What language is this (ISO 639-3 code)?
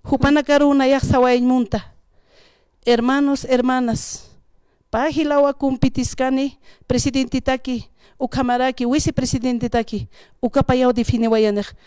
aym